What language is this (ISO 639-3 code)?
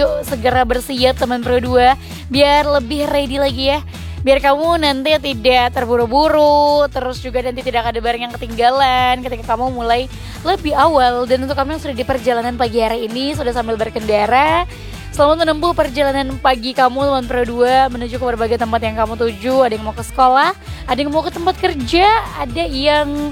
ind